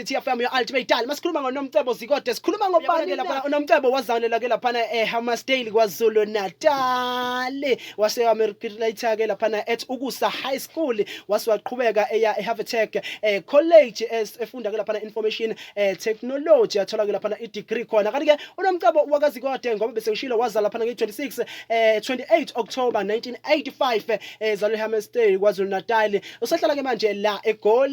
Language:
Zulu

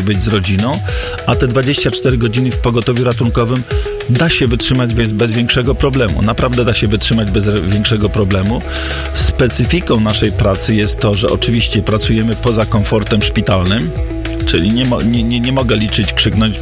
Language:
Polish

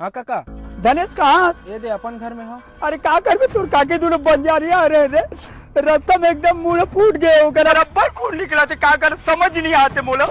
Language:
Chhattisgarhi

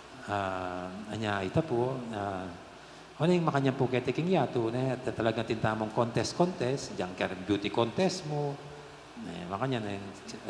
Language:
Pampanga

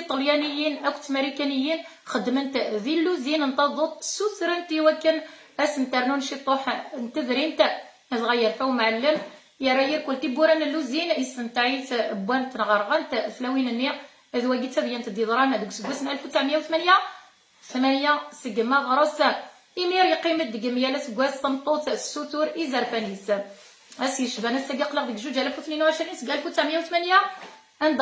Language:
Kabyle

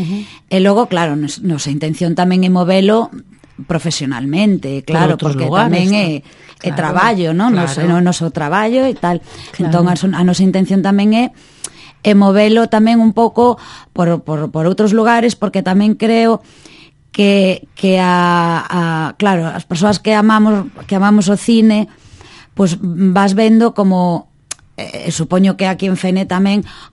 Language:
Galician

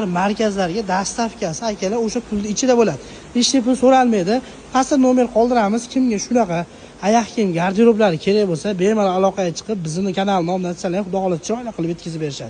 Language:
Uzbek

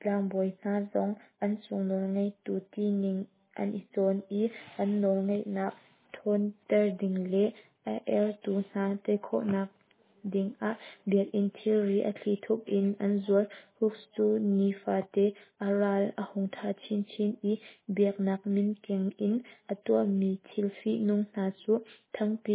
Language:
Hakha Chin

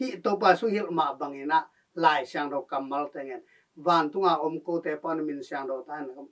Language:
Tedim Chin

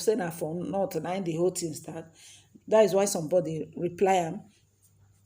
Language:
Nigerian Pidgin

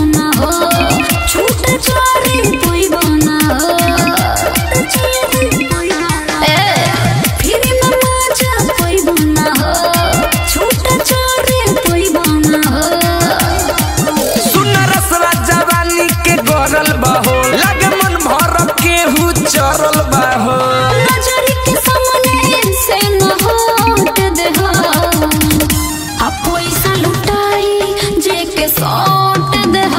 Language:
Bhojpuri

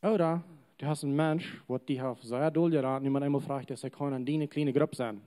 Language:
Plautdietsch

